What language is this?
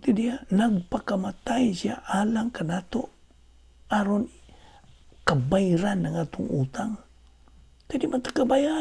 Cebuano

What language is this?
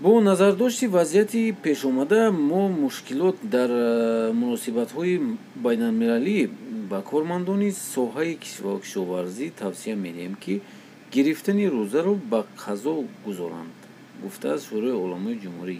Tajik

